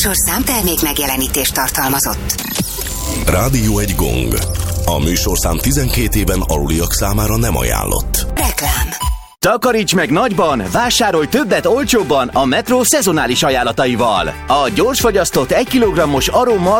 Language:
Hungarian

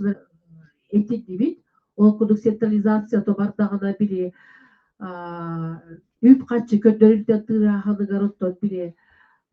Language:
Yakut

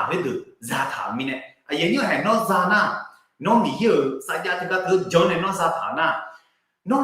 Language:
Akha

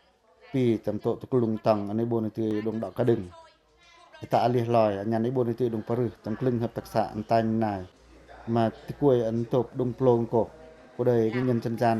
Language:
Pacoh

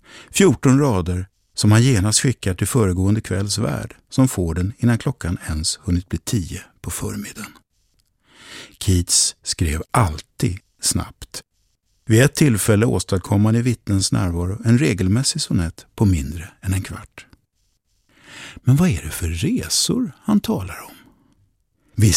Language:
Swedish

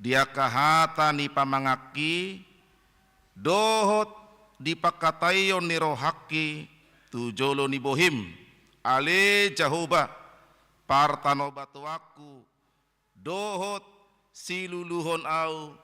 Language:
Batak Toba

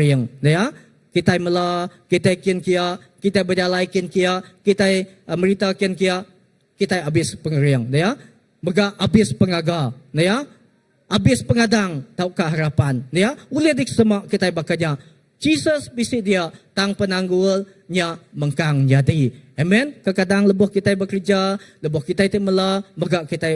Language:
Iban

